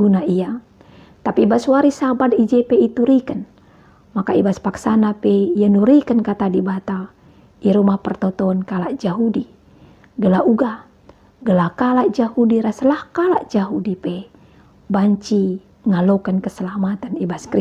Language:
Batak Karo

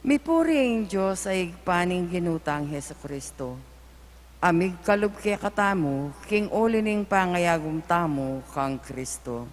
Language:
Pampanga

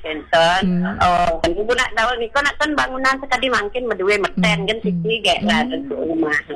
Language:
Balinese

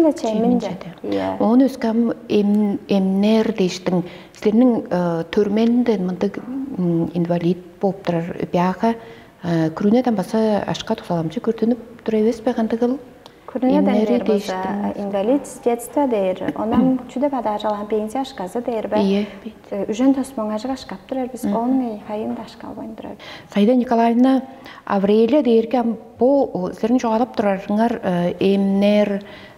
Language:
Tuvinian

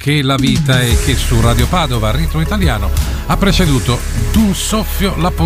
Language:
Italian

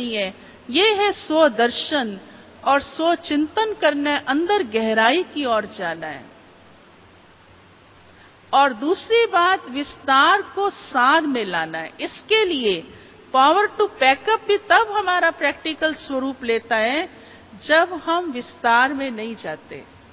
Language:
Hindi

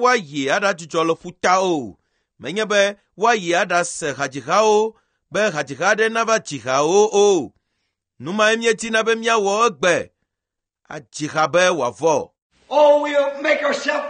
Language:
Ewe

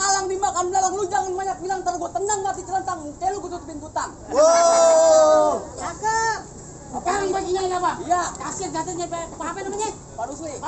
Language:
Betawi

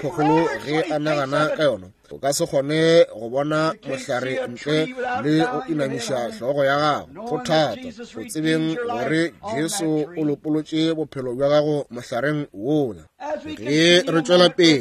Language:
Northern Sotho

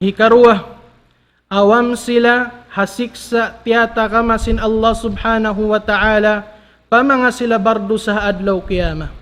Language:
Tausug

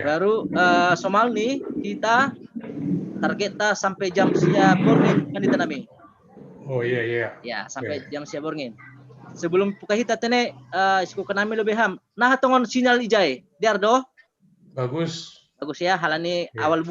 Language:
Batak Simalungun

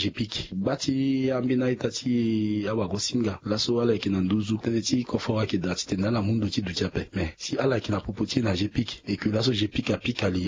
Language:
Sango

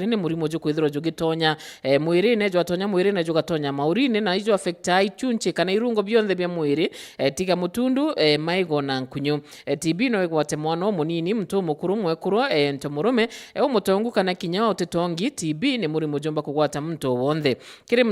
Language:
Meru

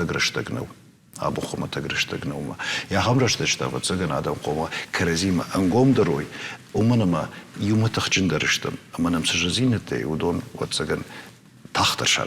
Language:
Ossetic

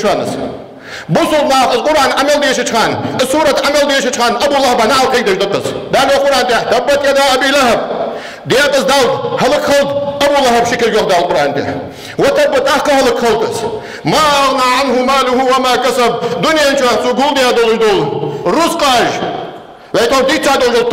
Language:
Ingush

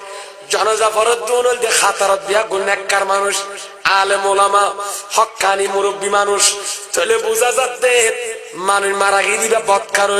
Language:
Rohingya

